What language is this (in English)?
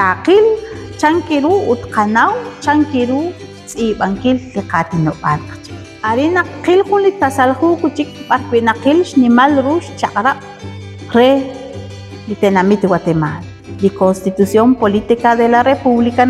Kekchí